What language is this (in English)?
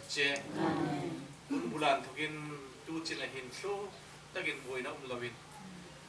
Hmar